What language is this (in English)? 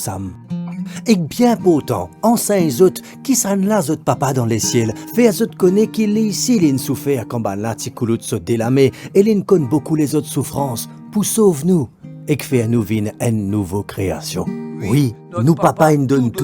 Morisyen